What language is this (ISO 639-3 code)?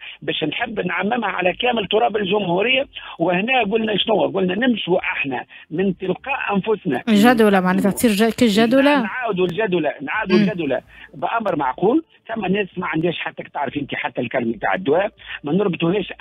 aeb